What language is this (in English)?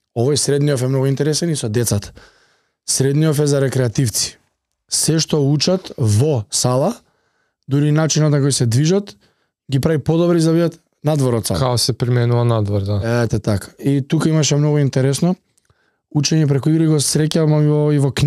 Macedonian